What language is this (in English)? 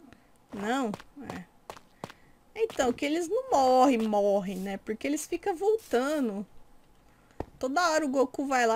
Portuguese